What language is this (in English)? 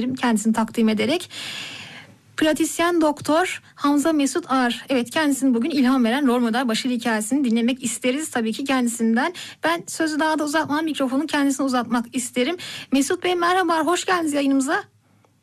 Turkish